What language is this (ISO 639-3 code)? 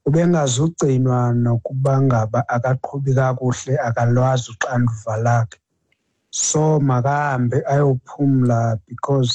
xho